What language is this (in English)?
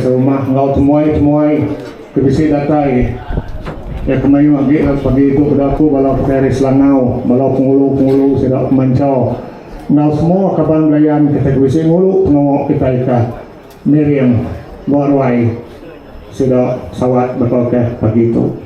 Iban